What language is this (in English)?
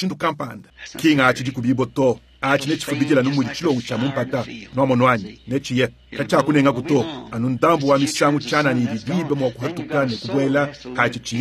Luba-Lulua